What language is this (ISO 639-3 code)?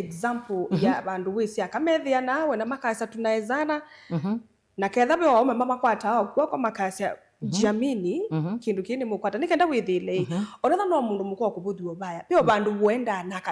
kam